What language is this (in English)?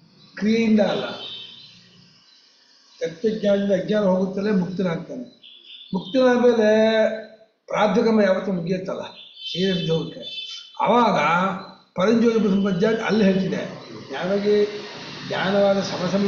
Kannada